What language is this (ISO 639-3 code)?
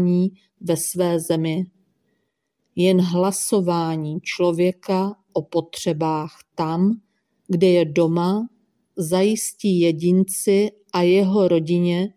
ces